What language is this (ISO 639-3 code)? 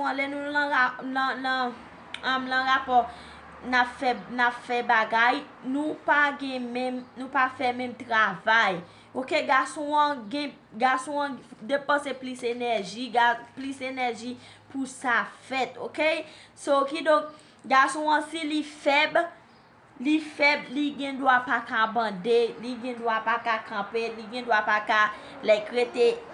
hat